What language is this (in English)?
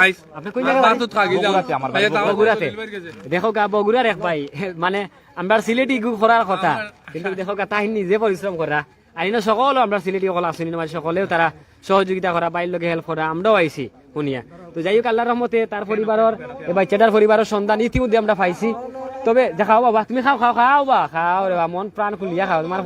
Sylheti